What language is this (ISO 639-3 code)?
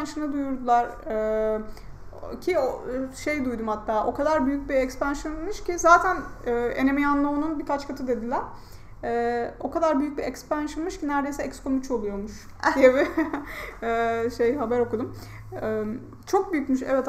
tur